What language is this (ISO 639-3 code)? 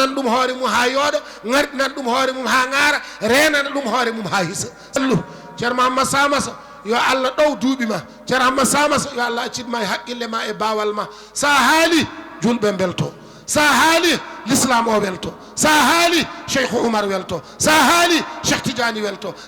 ful